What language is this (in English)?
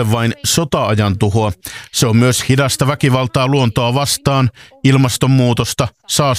Finnish